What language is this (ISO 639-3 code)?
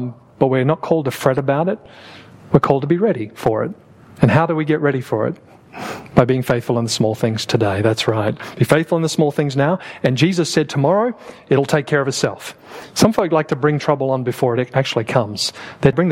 eng